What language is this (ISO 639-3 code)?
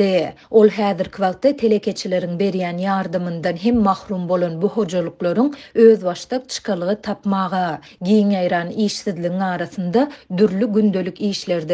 tuk